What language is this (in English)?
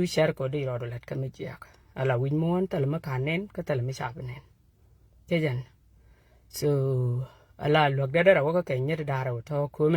Nuer